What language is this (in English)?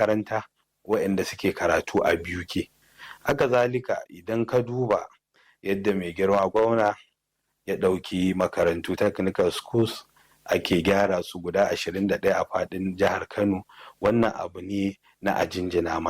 Hausa